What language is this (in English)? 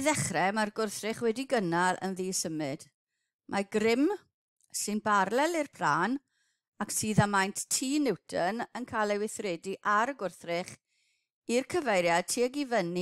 Welsh